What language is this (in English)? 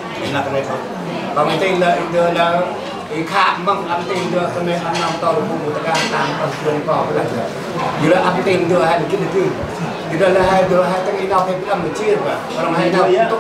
Central Mnong